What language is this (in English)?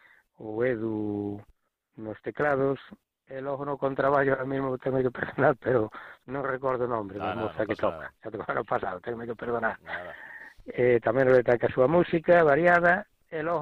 Galician